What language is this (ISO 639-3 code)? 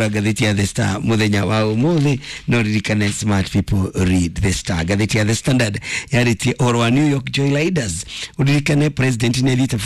kik